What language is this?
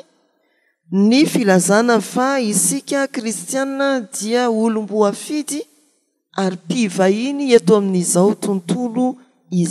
Malagasy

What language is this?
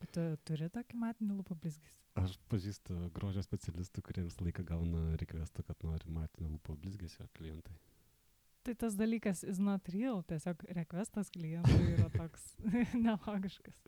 Lithuanian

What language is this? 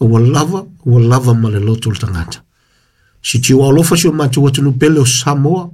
Samoan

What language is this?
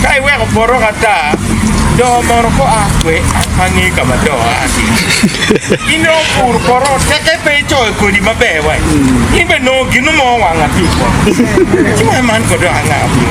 Acoli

